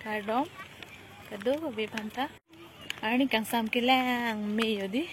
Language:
Karbi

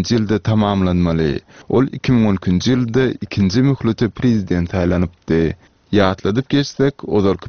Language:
Turkmen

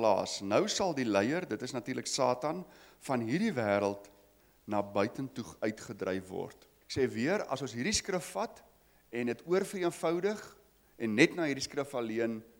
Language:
Afrikaans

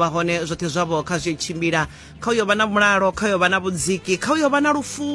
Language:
Venda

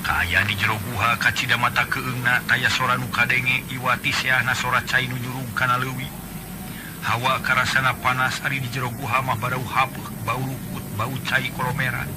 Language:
Sundanese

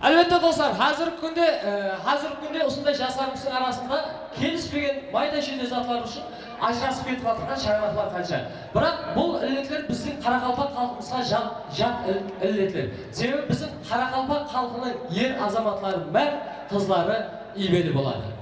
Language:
Kara-Kalpak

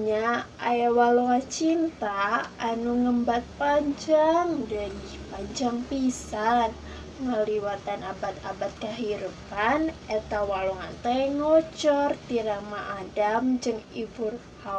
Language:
Sundanese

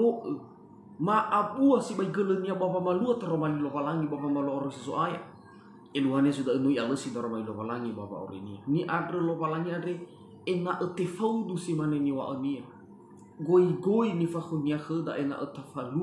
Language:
Nias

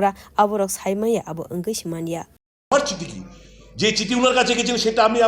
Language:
Kok Borok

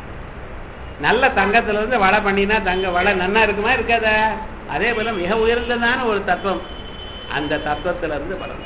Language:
Tamil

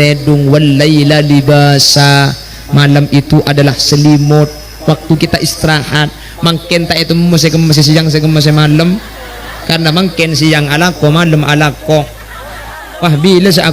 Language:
Madurese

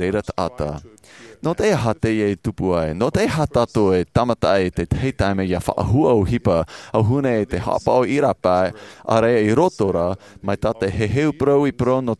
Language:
Tahitian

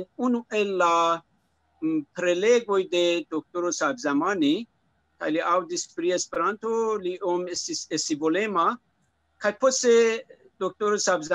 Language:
Esperanto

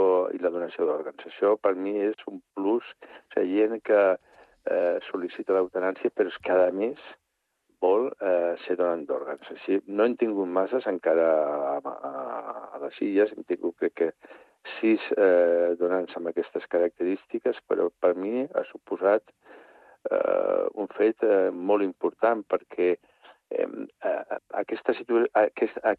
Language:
Catalan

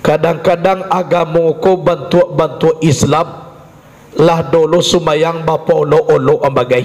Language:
Minangkabau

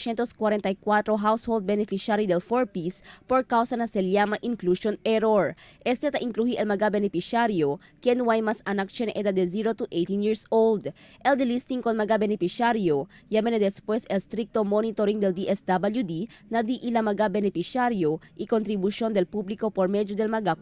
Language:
Chavacano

